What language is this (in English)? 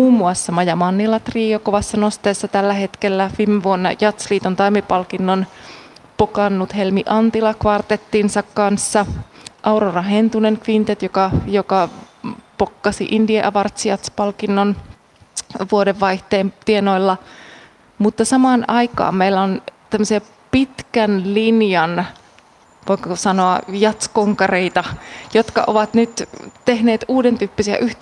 Finnish